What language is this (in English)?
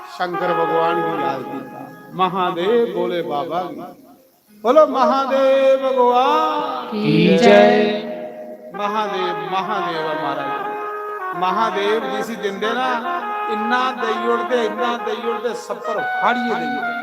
Dogri